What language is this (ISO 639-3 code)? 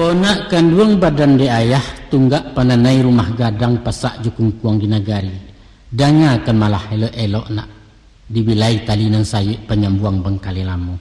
min